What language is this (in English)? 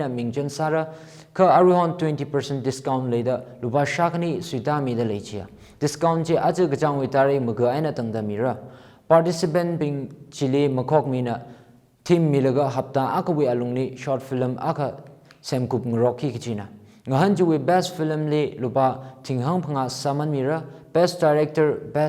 Tangkhul Naga (India)